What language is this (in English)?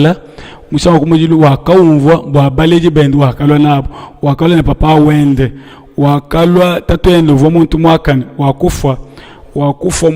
Luba-Lulua